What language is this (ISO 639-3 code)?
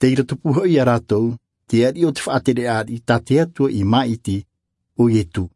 tah